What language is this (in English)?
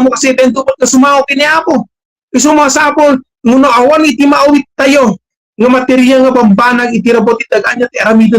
Iloko